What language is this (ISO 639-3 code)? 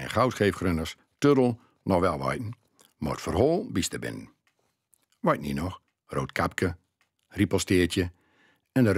gos